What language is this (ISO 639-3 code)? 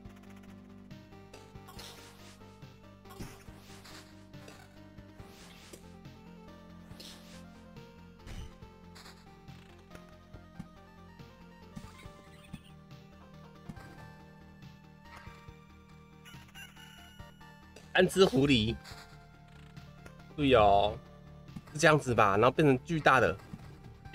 zho